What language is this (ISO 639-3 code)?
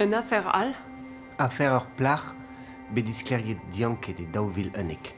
bre